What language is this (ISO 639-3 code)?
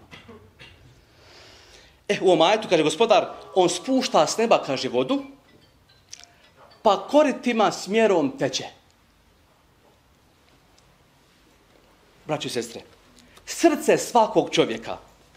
bos